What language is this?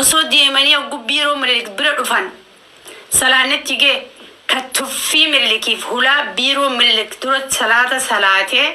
Oromo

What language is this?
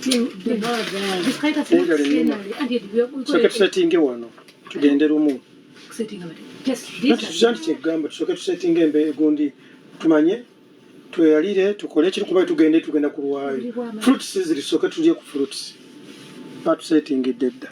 Ganda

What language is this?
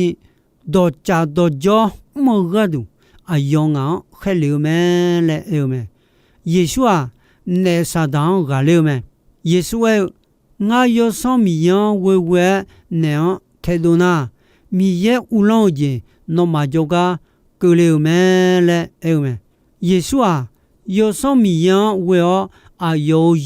Akha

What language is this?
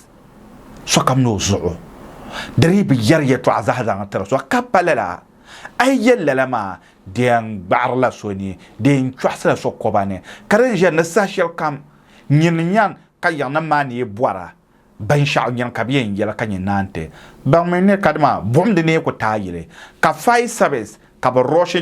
Dagbani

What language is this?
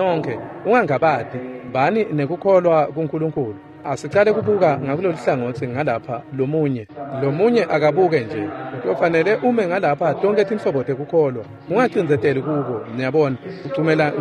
Swati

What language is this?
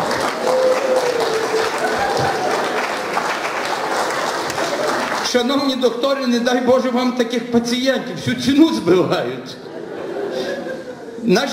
Ukrainian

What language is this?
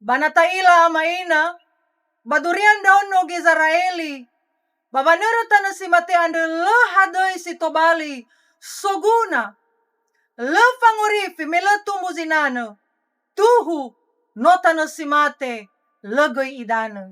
Nias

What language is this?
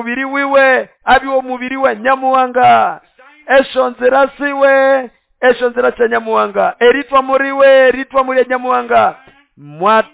Nande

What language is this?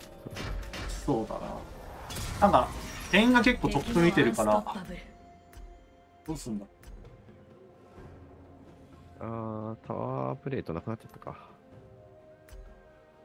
Japanese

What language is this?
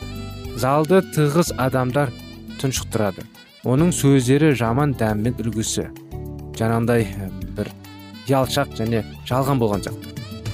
Kazakh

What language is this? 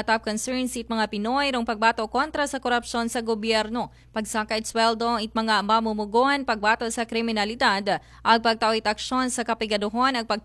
Aklanon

